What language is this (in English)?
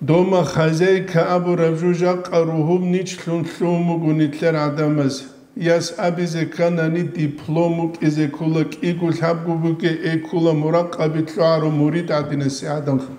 Avaric